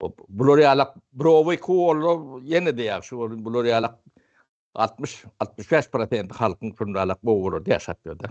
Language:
Turkmen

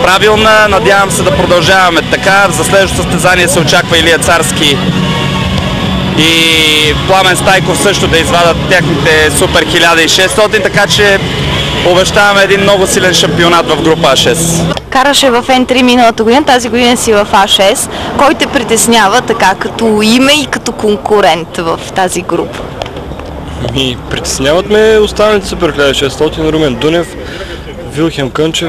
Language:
Bulgarian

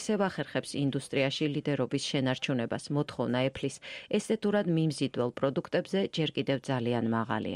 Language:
Georgian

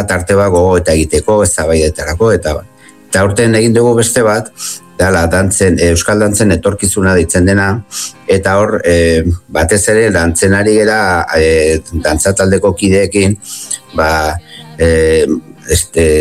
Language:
Basque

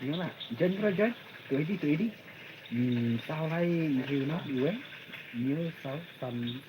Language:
Khasi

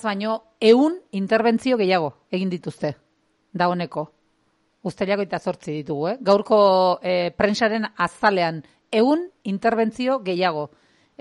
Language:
Basque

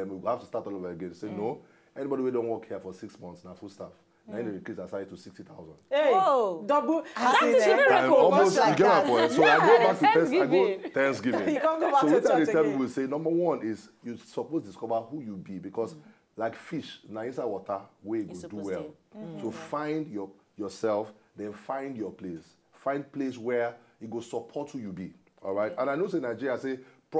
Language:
Nigerian Pidgin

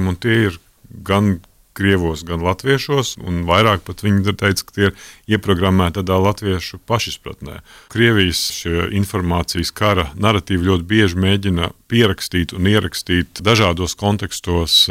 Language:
Latvian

